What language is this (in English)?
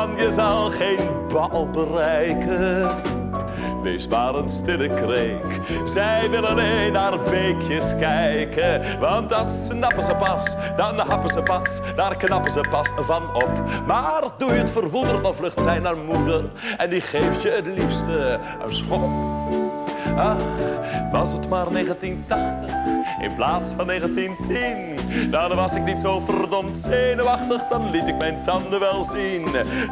Dutch